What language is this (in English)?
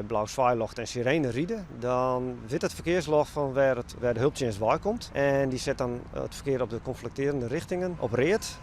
Western Frisian